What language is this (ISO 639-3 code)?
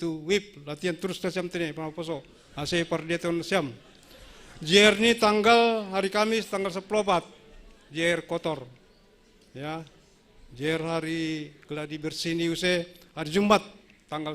bts